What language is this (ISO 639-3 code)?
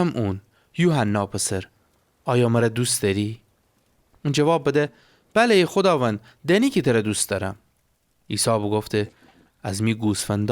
glk